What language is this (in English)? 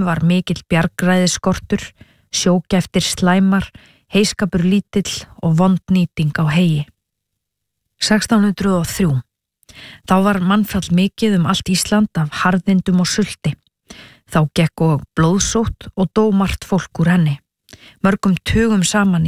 Icelandic